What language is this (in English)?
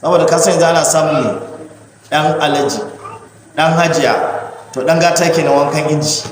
Hausa